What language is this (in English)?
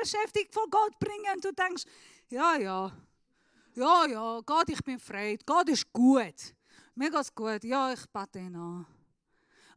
Swiss German